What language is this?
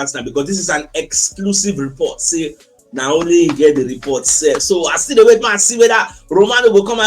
Nigerian Pidgin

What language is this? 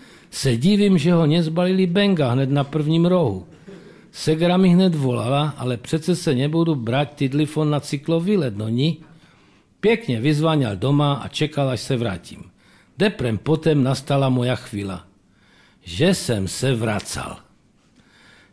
Czech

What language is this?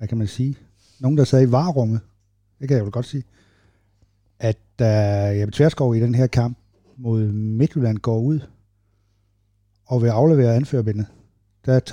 Danish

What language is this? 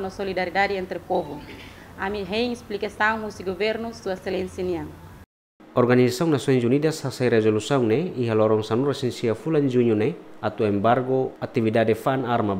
Tetum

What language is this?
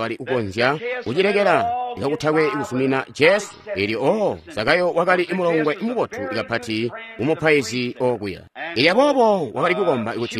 Tonga (Zambia)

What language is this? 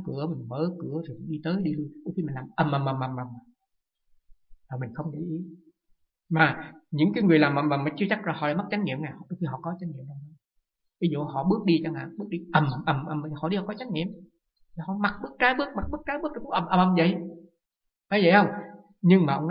Vietnamese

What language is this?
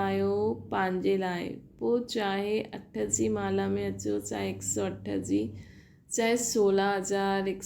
Sindhi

